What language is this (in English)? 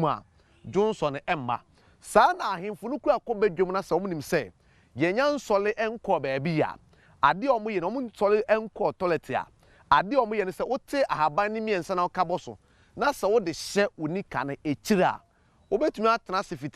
Akan